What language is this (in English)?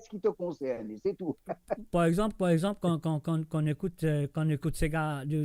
Morisyen